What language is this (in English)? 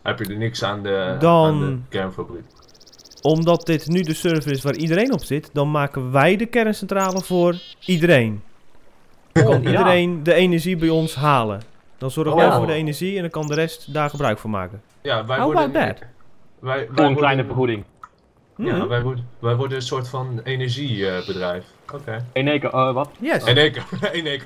Dutch